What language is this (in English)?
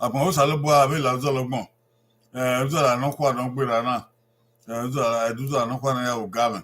Bini